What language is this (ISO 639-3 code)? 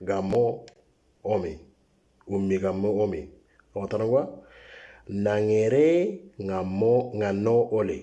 mor